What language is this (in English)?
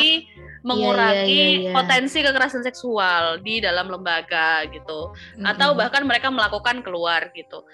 Indonesian